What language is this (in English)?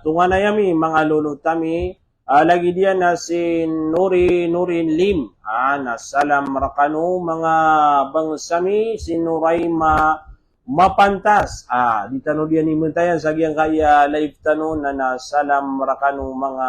Maranao